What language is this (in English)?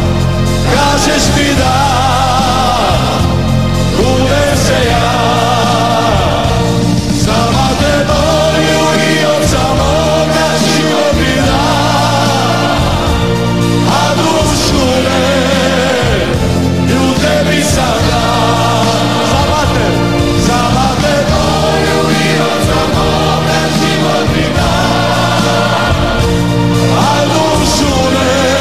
Croatian